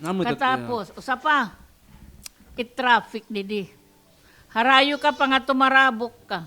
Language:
Waray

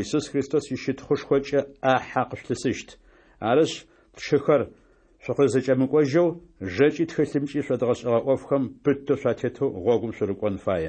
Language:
Adyghe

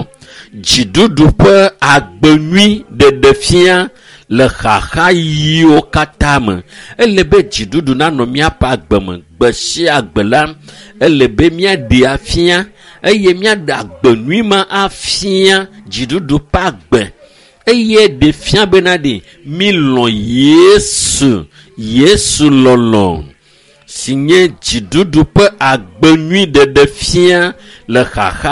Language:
Ewe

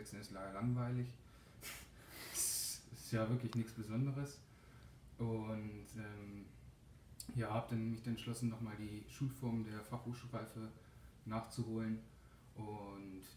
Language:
German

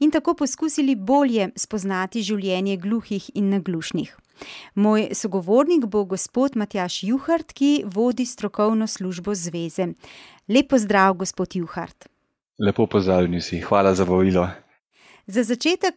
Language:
Slovenian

